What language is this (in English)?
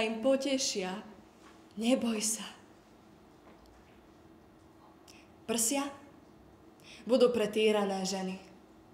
Slovak